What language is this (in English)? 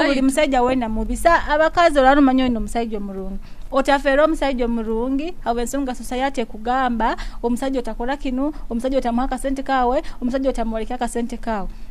Nyoro